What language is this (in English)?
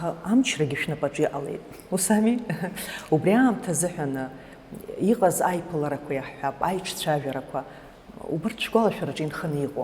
Abkhazian